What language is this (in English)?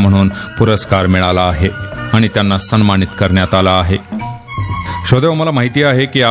Marathi